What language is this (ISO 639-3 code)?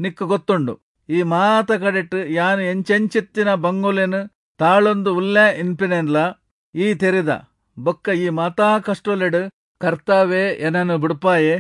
tcy